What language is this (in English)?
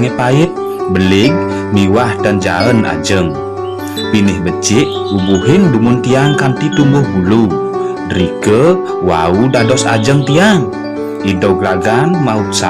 Balinese